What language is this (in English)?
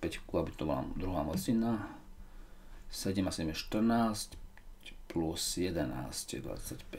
Slovak